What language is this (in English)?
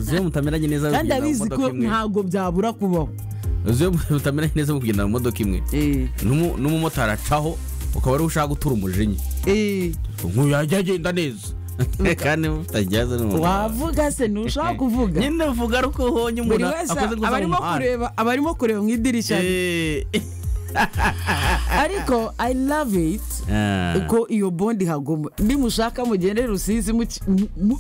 Kinyarwanda